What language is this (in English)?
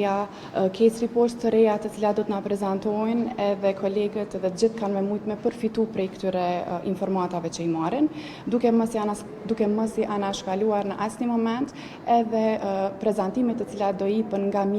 Albanian